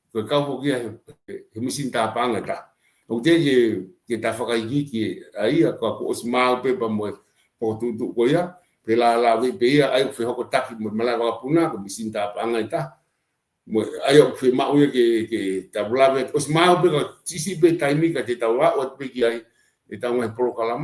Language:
Tongan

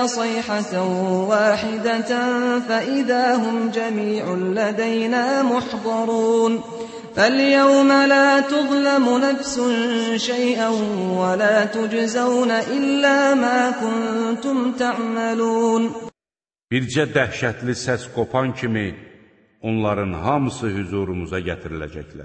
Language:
Azerbaijani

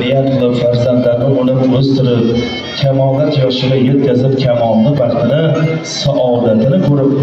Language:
Uzbek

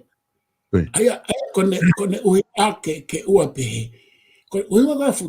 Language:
Tongan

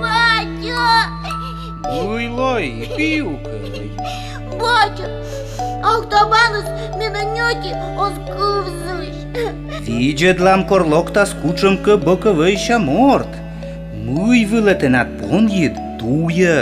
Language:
Komi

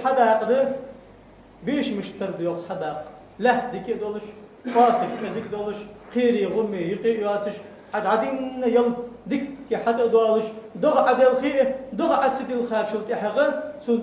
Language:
Ingush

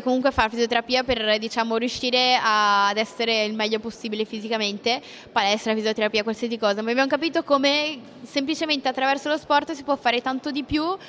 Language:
Italian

